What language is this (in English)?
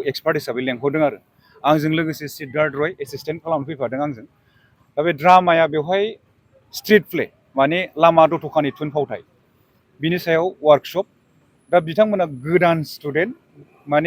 Bodo